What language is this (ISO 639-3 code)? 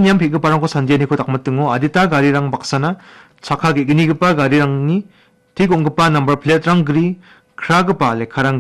grt